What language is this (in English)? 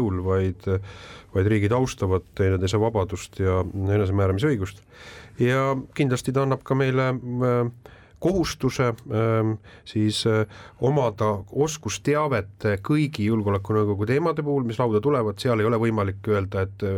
Estonian